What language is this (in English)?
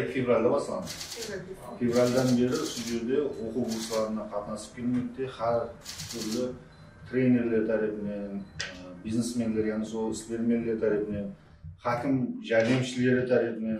Kara-Kalpak